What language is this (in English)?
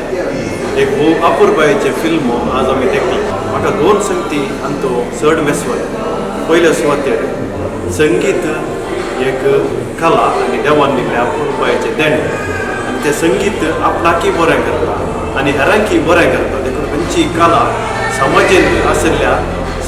Konkani